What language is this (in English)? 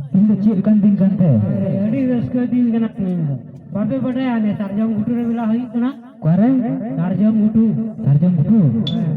Santali